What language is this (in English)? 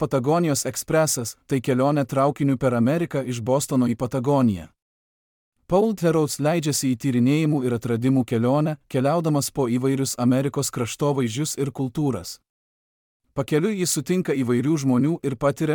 Lithuanian